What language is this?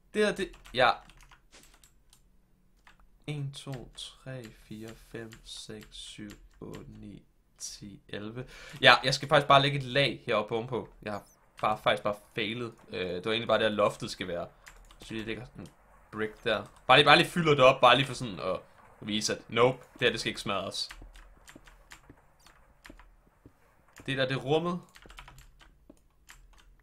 Danish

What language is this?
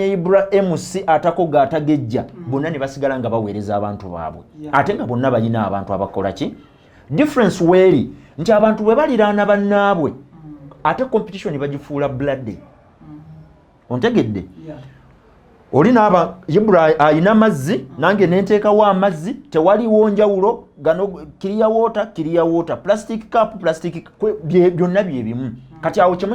Ganda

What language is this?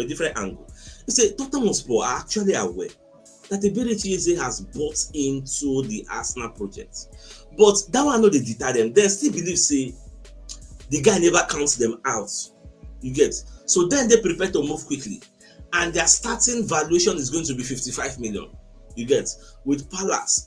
Nigerian Pidgin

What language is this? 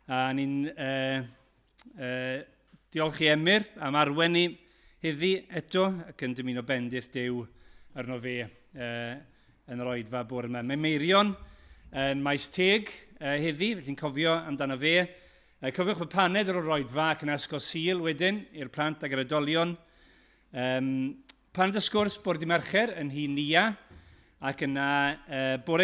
Welsh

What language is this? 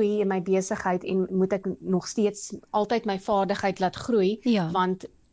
Afrikaans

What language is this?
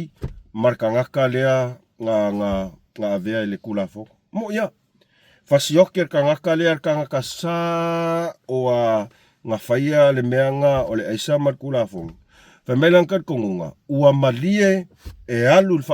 Samoan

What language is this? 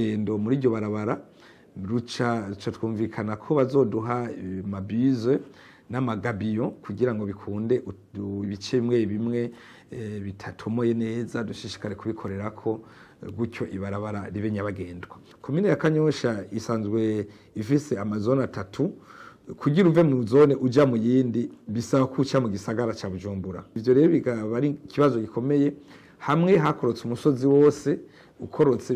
Rundi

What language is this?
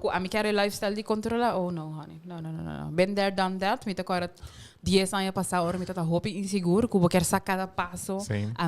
Papiamento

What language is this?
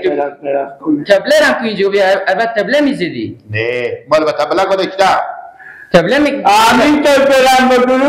Persian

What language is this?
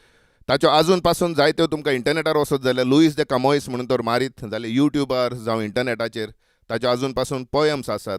Konkani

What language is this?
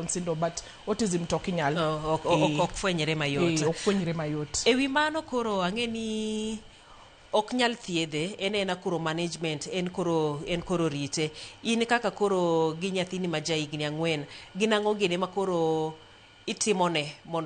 Luo (Kenya and Tanzania)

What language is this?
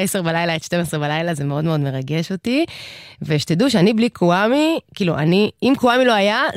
Hebrew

